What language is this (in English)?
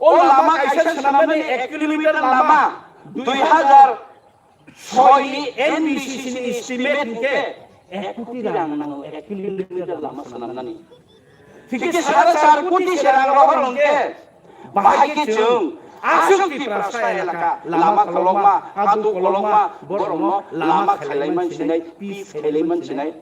Kok Borok